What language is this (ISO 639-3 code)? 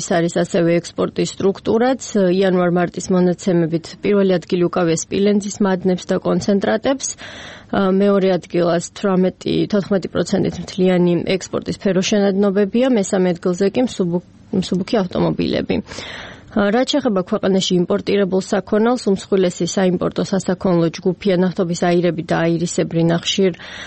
kat